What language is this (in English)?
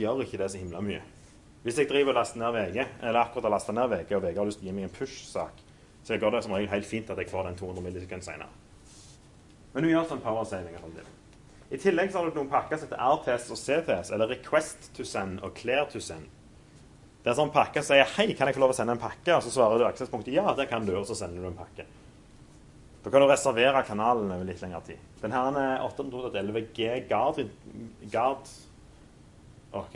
Norwegian